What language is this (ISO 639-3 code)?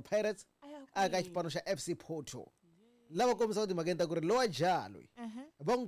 tso